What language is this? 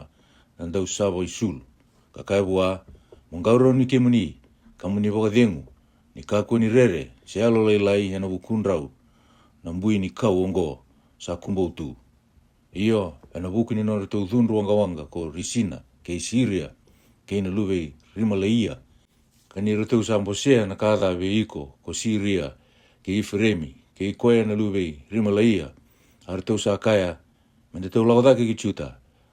Fijian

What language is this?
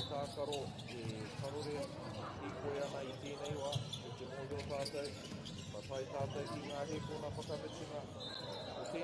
Māori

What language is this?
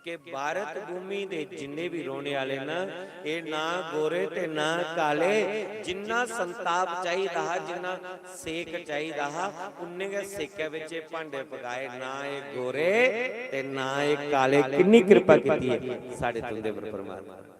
Dogri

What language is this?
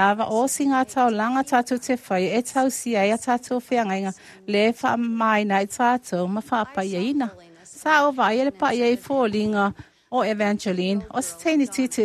Samoan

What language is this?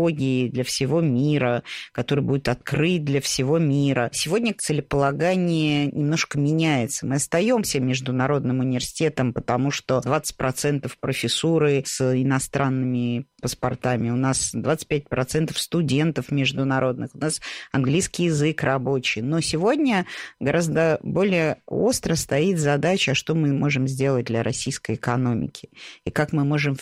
Russian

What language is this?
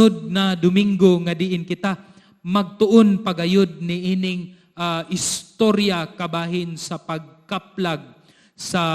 Cebuano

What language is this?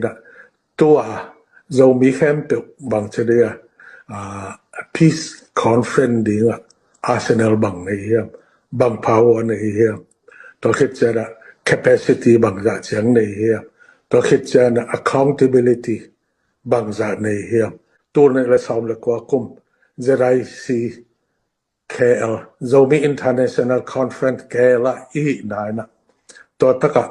Tedim Chin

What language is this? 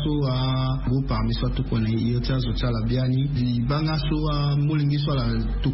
Sango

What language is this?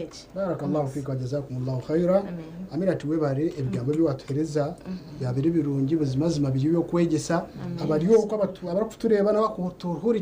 Nyankole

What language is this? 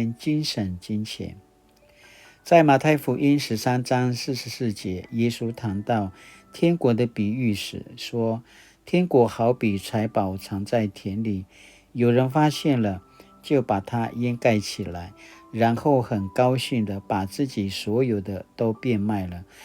Paiwan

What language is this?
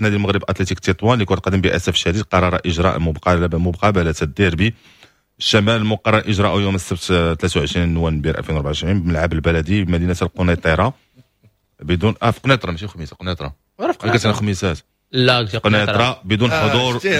Moroccan Arabic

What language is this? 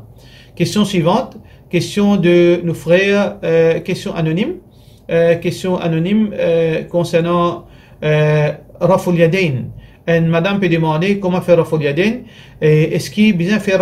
Morisyen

